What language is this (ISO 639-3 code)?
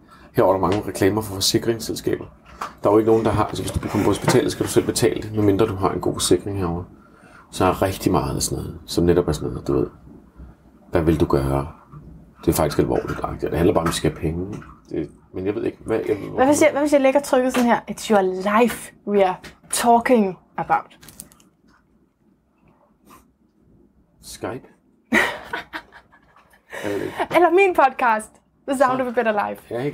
dan